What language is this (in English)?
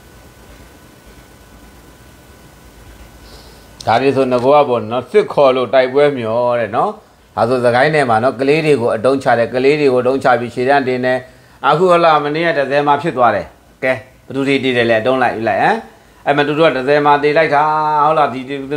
Burmese